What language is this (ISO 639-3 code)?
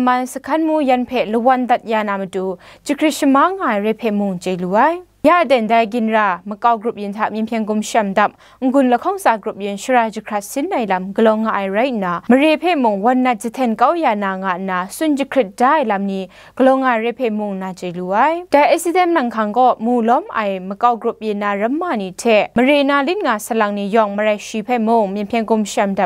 kac